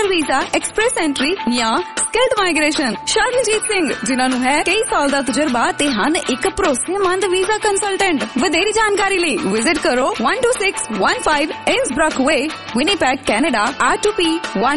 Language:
Punjabi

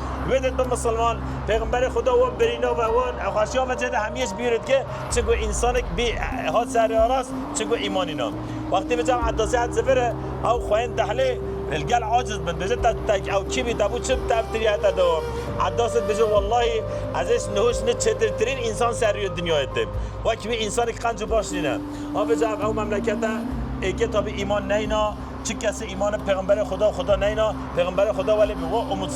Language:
Kurdish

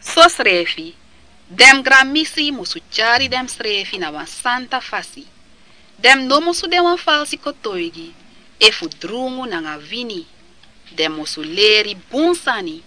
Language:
Sranan Tongo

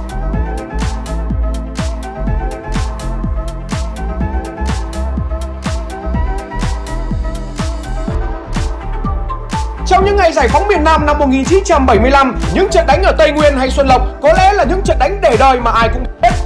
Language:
Vietnamese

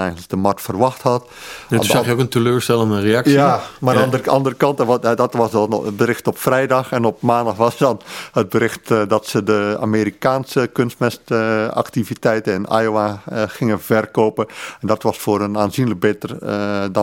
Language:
Dutch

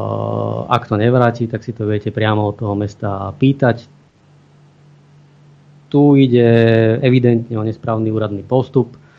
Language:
Slovak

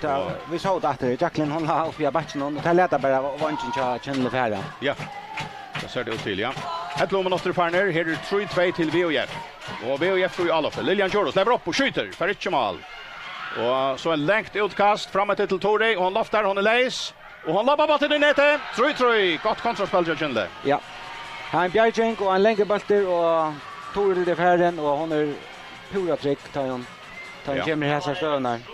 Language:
Faroese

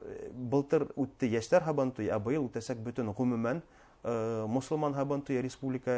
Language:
Bashkir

